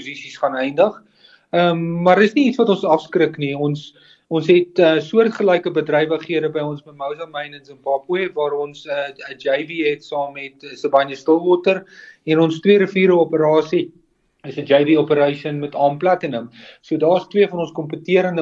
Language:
Afrikaans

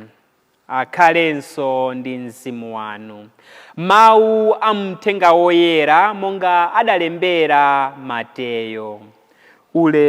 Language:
Nyanja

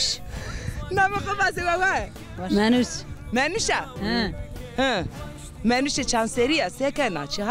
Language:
Zaza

